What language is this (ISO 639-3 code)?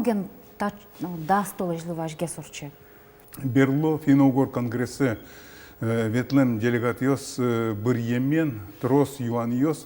udm